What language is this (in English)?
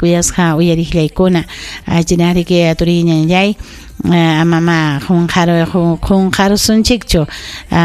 Ayacucho Quechua